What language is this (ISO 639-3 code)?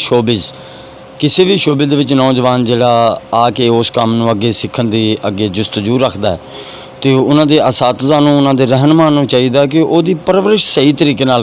skr